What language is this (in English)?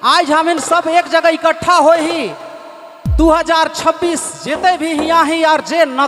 Sadri